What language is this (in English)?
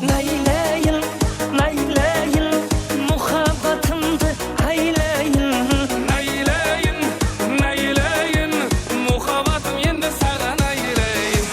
Kara-Kalpak